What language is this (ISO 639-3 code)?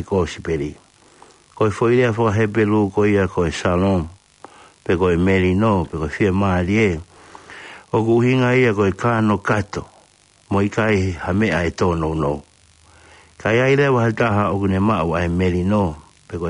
ton